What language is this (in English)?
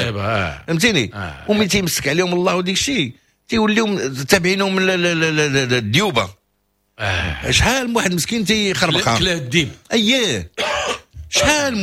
Moroccan Arabic